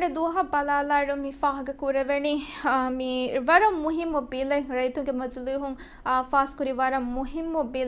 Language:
Divehi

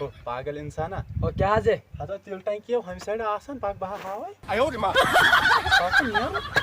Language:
Kashmiri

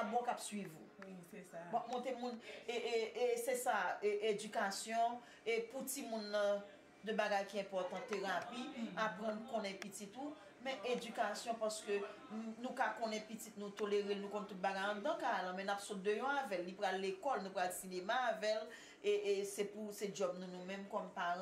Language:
Haitian Creole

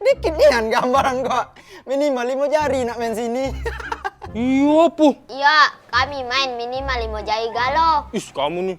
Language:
Musi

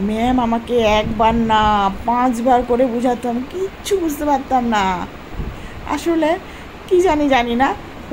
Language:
Bangla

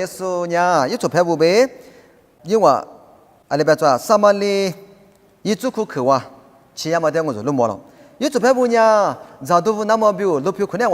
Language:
Lisu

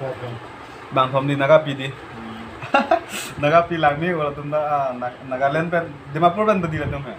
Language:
Karbi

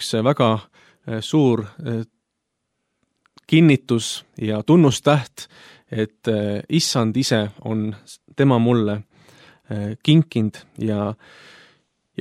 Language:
Estonian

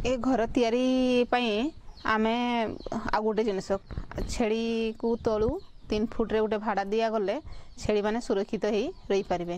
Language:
Odia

